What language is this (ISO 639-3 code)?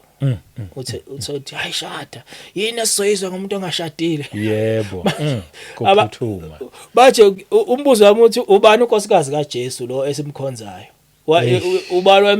zul